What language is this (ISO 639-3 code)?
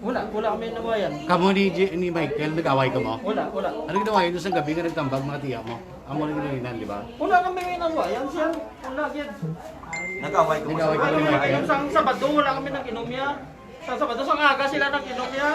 hil